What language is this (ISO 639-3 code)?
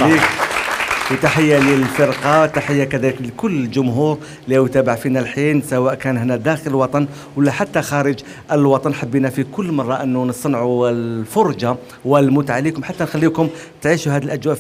arq